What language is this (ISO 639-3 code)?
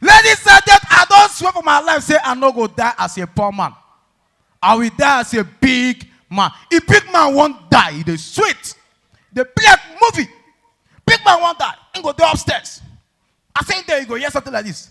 pcm